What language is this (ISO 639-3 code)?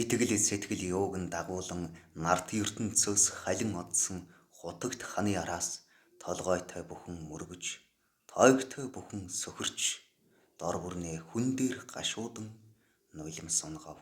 mon